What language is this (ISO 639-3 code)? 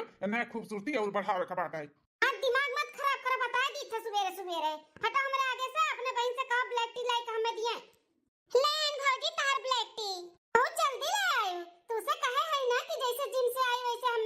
awa